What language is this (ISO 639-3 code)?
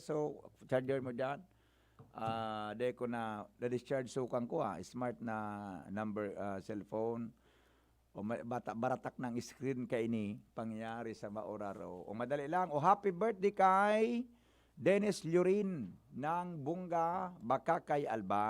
bik